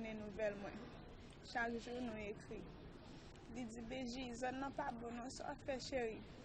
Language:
Haitian Creole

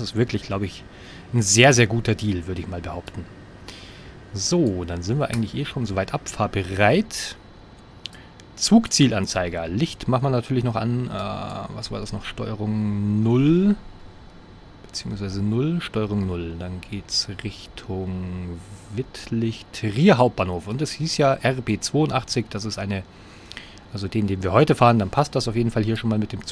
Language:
German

